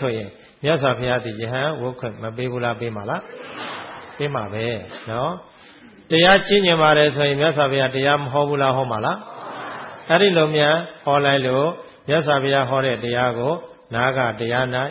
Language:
Burmese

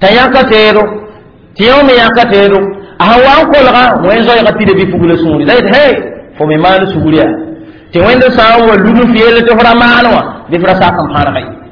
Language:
Mossi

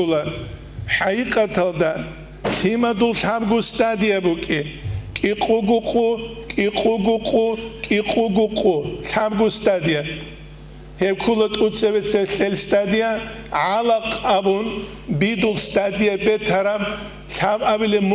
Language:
Avaric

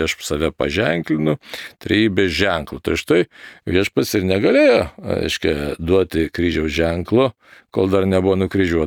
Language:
Lithuanian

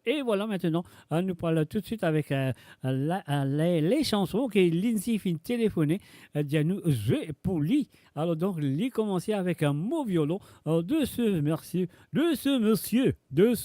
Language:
Morisyen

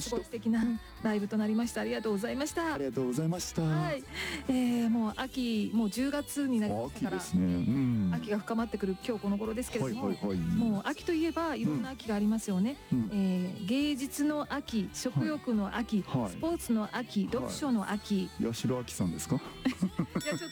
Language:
Japanese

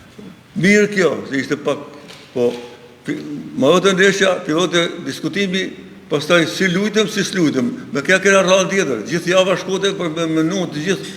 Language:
Albanian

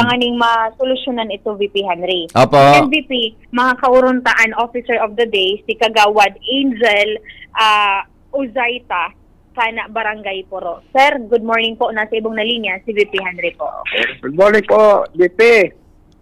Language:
Bikol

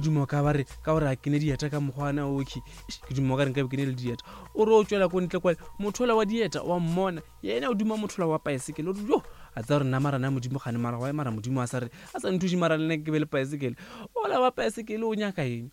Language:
Northern Sotho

